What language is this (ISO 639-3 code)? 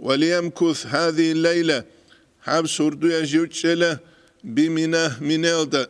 ava